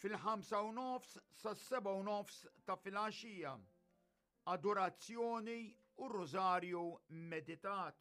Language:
Maltese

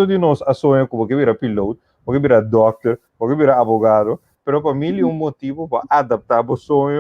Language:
Papiamento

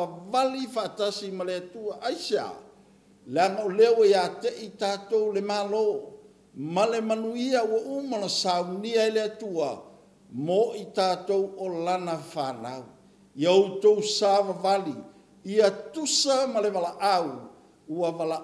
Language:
Samoan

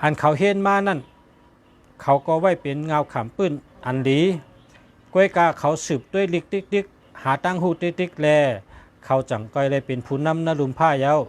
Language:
Shan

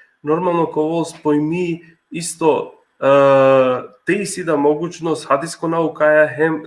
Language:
Balkan Romani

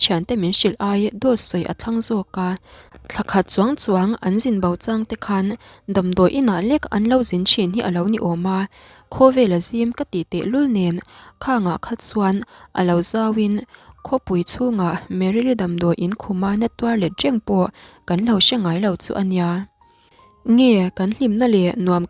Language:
Mizo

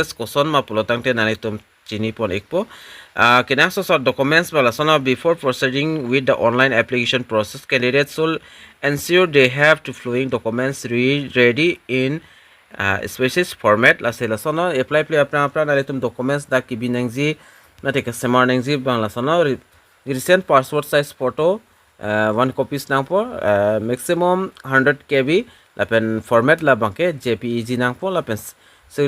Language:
Karbi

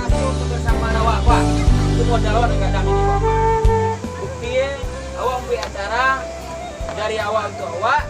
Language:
Minangkabau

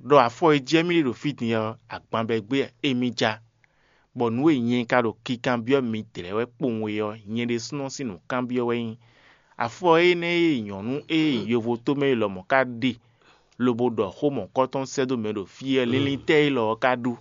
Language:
Fon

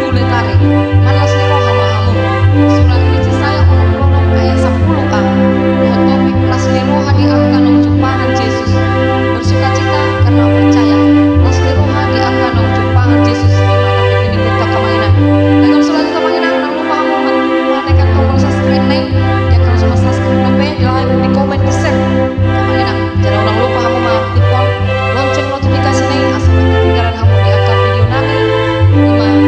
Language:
Batak Toba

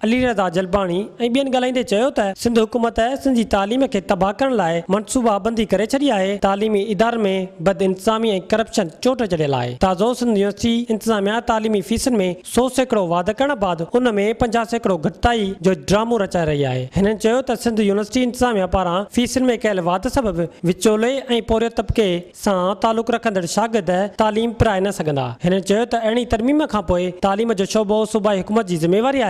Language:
Sindhi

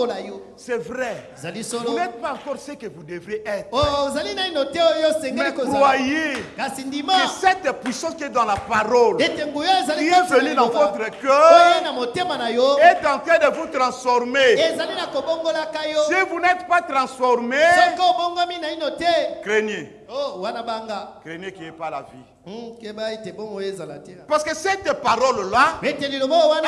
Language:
French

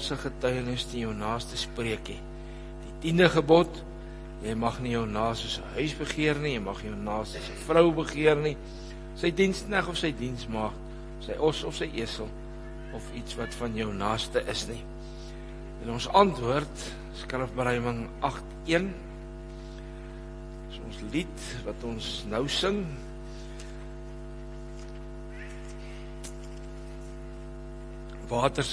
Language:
Afrikaans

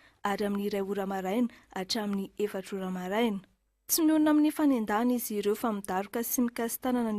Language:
Malagasy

